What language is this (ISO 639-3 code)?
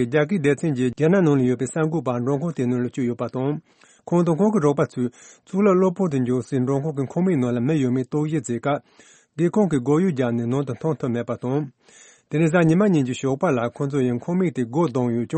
bod